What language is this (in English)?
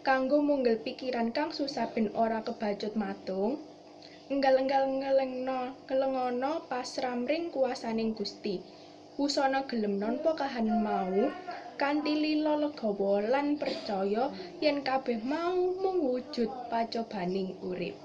Javanese